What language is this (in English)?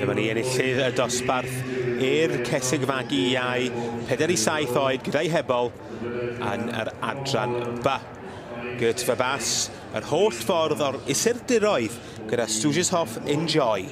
Welsh